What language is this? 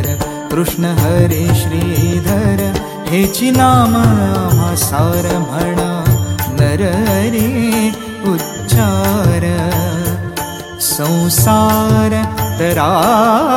Marathi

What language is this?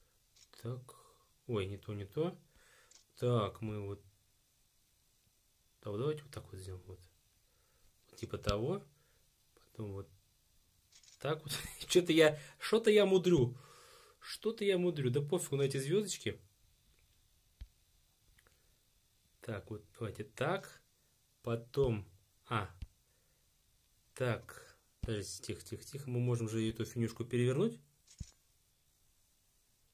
Russian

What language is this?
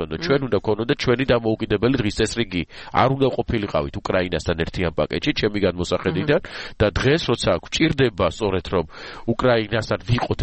Georgian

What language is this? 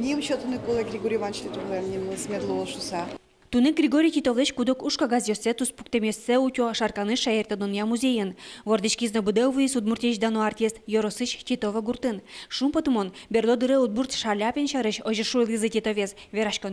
Udmurt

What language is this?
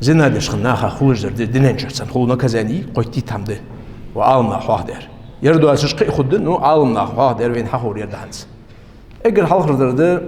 Ingush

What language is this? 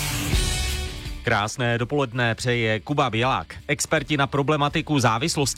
Czech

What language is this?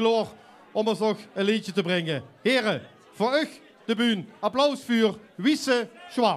Limburgish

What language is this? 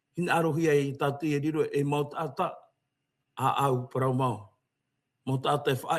Tahitian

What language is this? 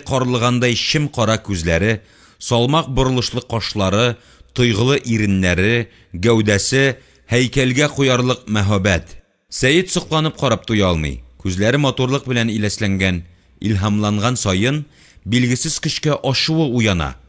Tatar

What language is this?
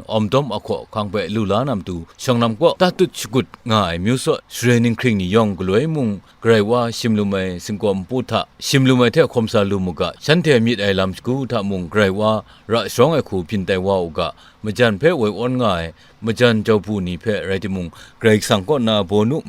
Kachin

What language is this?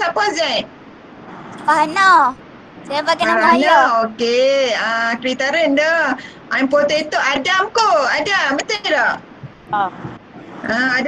Malay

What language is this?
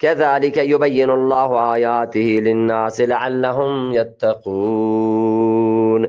Eastern Balochi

